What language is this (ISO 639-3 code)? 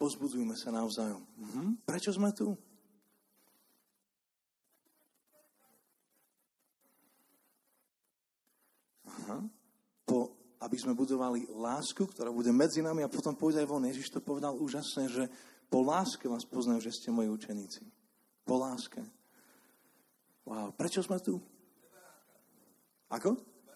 slk